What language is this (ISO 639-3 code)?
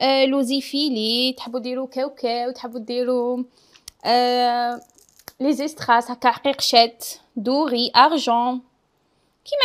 arq